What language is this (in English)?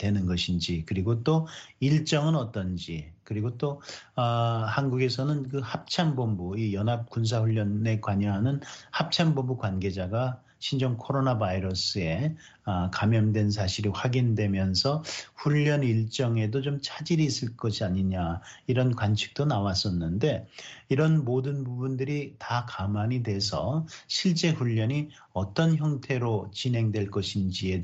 Korean